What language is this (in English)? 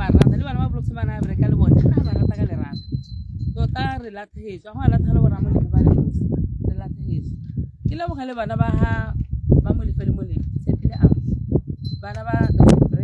Tswana